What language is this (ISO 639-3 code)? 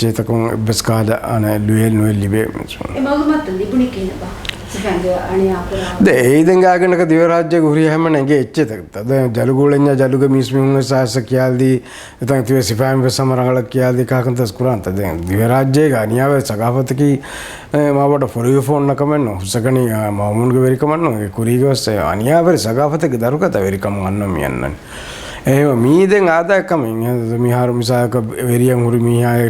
div